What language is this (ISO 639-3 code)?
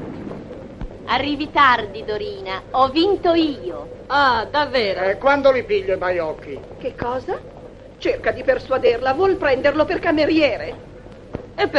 ita